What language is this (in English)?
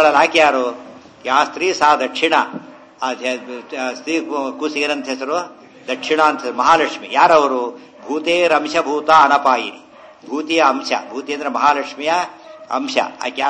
Kannada